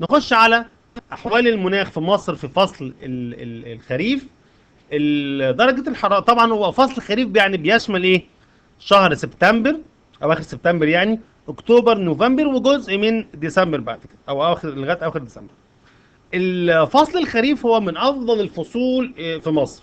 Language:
Egyptian Arabic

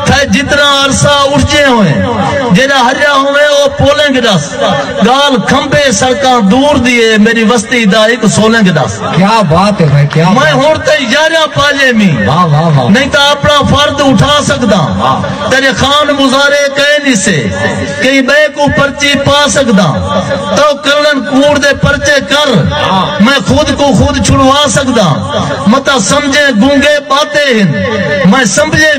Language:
Saraiki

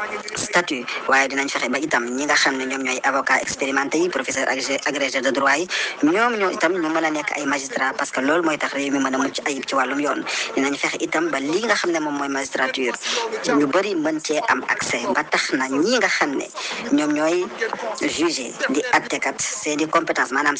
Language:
Wolof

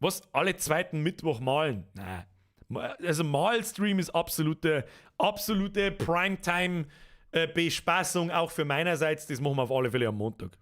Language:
Bavarian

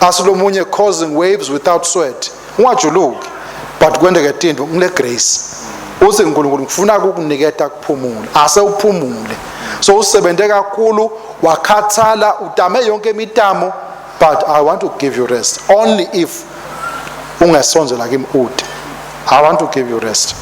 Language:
Swati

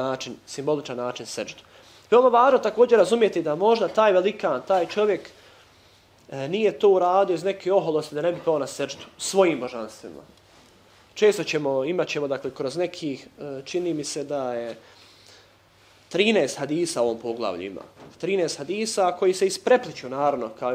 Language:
Bosnian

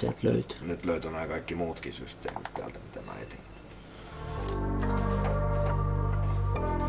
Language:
Finnish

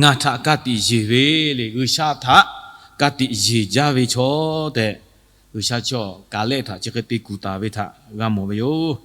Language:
Lahu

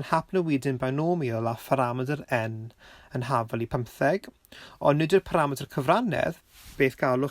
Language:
Welsh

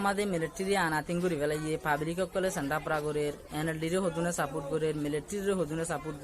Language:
Rohingya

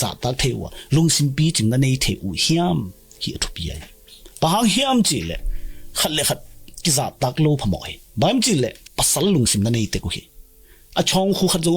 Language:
Tedim Chin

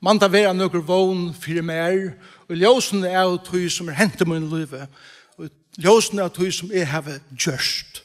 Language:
Faroese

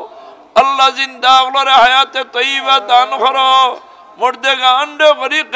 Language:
Sylheti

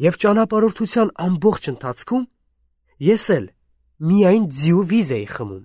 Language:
Armenian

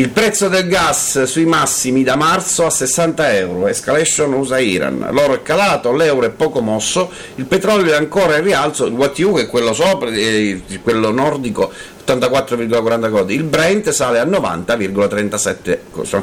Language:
Italian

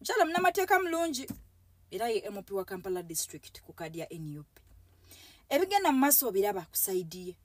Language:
Ganda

